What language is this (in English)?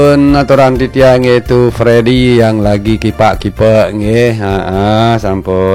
Balinese